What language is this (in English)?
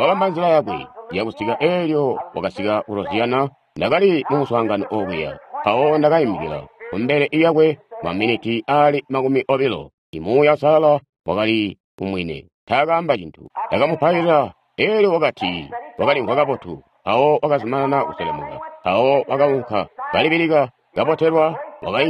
Tonga (Zambia)